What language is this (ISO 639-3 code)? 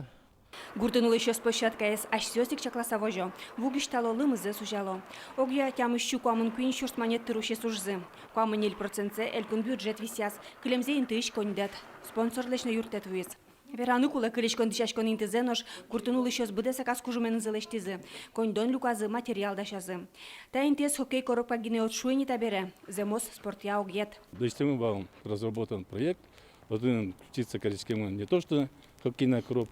udm